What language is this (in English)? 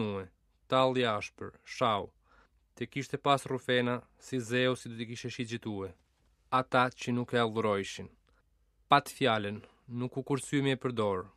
Albanian